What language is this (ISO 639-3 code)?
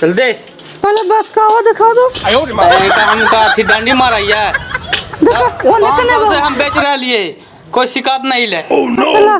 mag